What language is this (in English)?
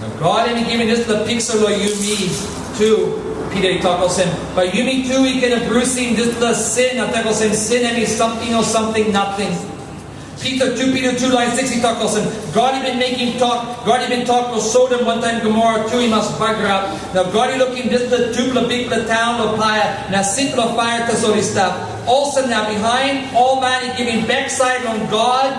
Tok Pisin